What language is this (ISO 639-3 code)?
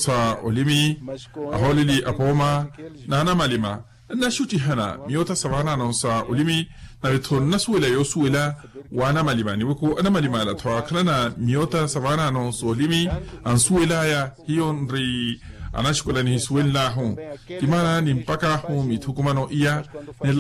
vmw